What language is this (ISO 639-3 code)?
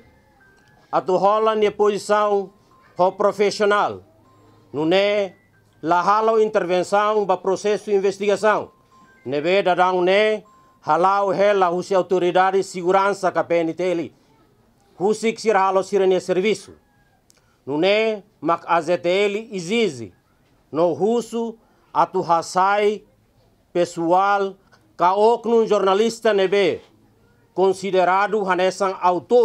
tet